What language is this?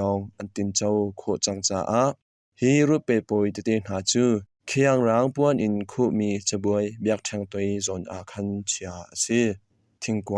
Hakha Chin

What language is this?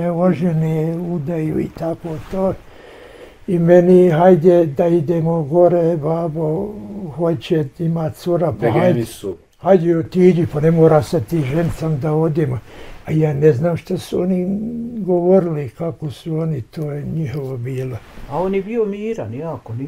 Bosnian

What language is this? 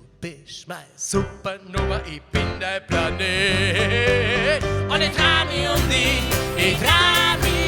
Bavarian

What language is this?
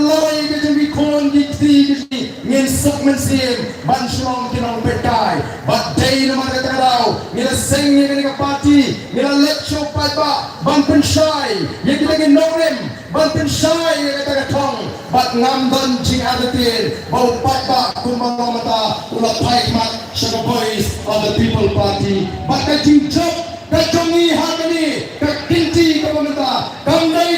Khasi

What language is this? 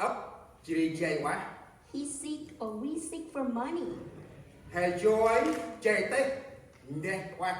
Central Mnong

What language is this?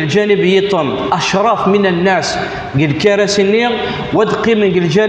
Kabyle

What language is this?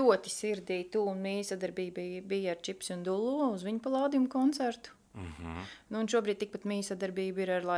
Latvian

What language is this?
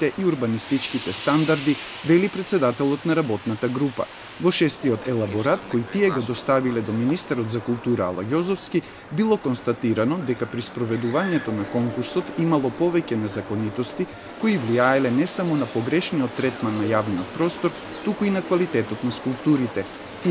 Macedonian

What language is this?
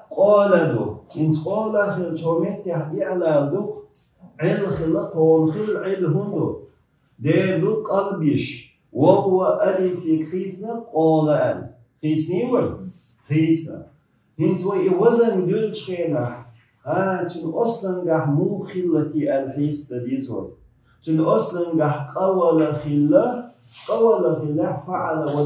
Chechen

